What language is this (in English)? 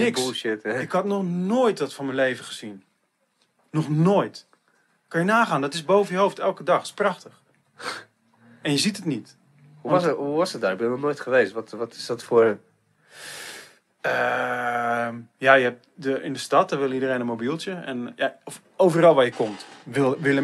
Dutch